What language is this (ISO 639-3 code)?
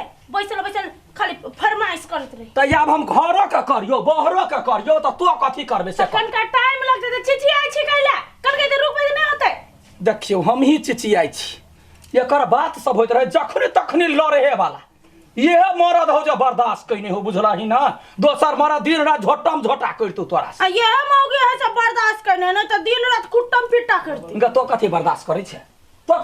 mai